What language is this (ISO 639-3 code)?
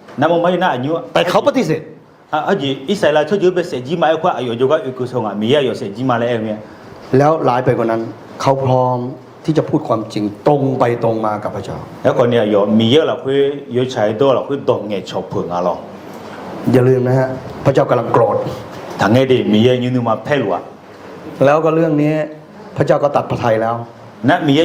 ahk